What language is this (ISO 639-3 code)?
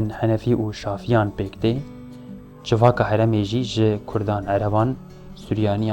kur